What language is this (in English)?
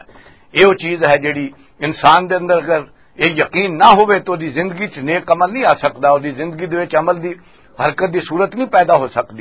Western Panjabi